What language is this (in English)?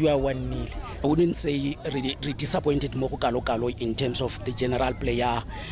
Tswana